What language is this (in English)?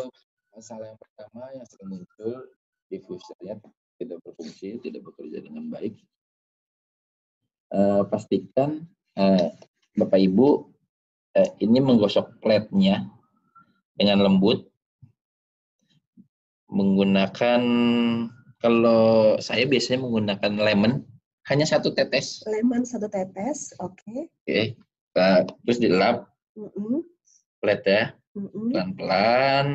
Indonesian